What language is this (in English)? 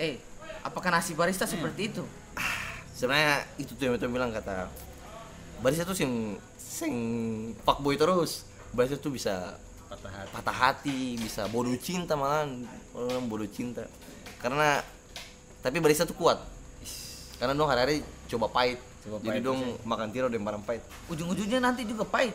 Ambonese Malay